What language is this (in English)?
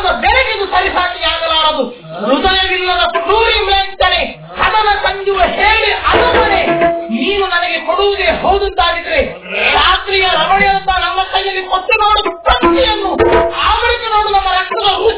Kannada